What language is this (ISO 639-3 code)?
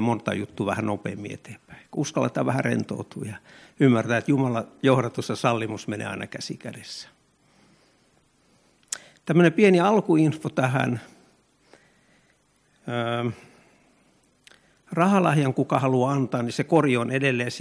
fin